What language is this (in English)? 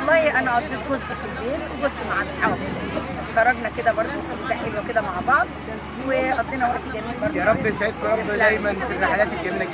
Egyptian Arabic